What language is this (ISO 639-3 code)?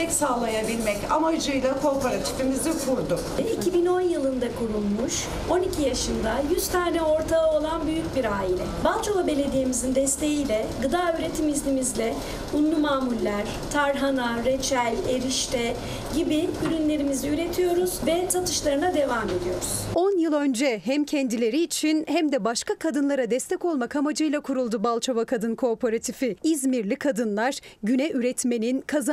tur